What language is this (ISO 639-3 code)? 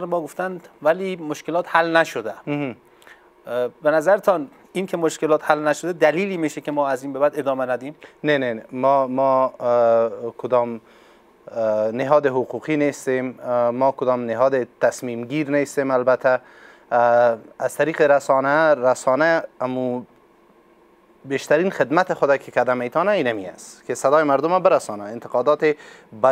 fas